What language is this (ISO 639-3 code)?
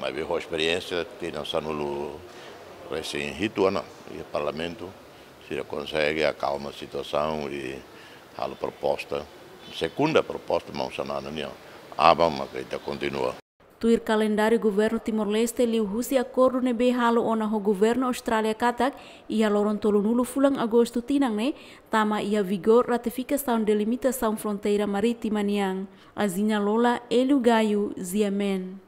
tet